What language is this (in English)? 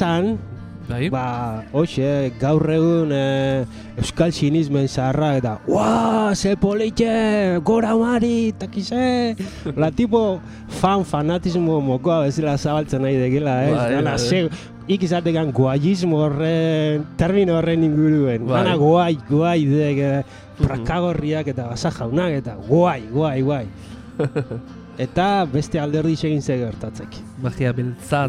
Basque